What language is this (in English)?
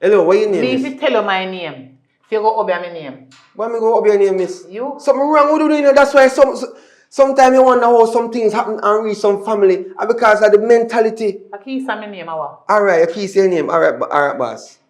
Jamaican Creole English